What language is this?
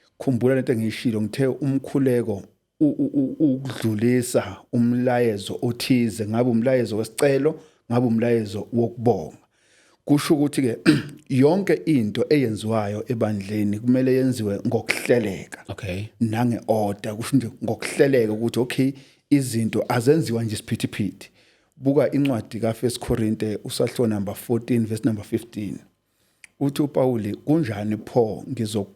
Zulu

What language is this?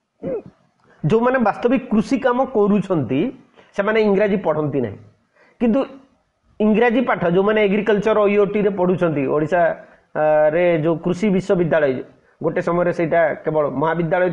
Odia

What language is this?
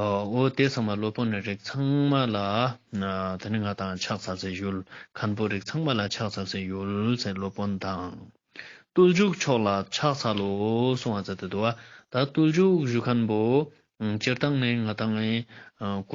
Ladakhi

